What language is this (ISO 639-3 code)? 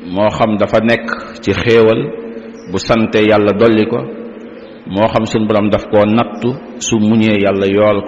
wol